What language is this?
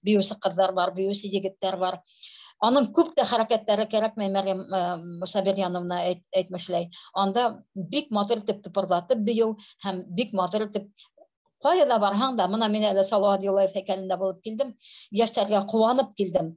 Bashkir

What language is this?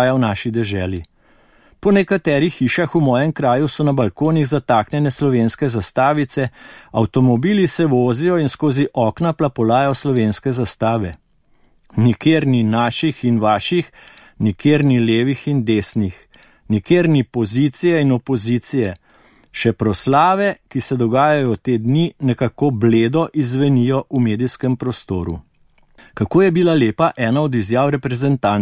Slovenian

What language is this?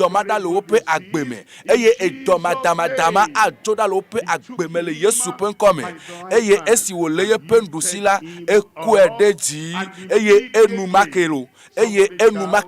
Ewe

